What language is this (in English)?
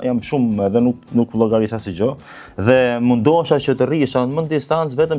Albanian